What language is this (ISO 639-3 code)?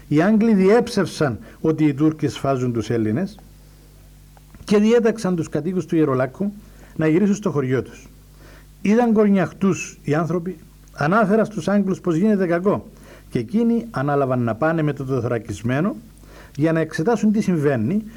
ell